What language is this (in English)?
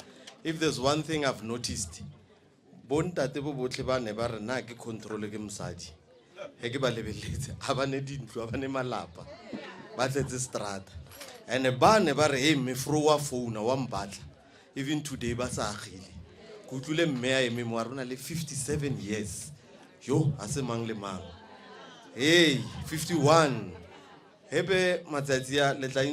Northern Sotho